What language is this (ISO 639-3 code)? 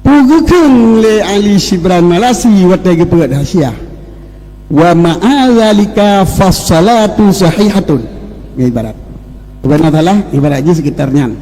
ace